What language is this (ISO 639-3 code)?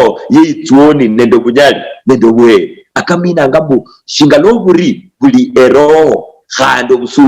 luy